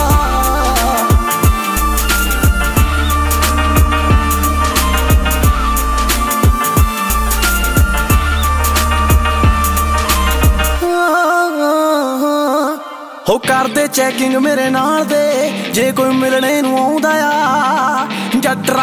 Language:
Punjabi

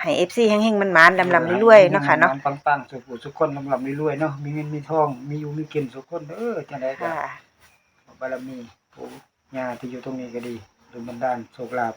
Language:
Northeastern Thai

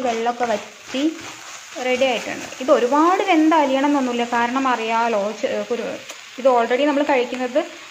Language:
Malayalam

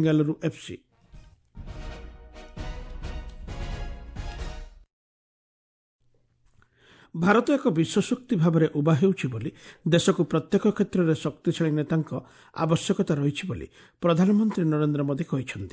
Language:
Odia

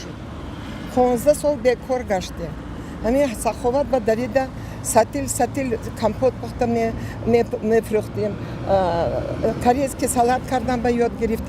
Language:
Tajik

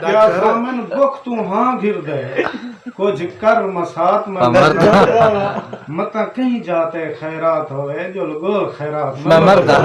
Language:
Saraiki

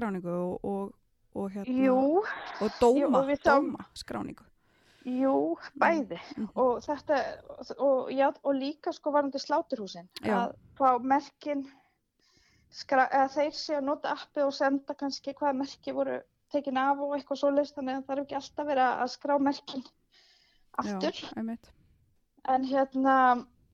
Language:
Icelandic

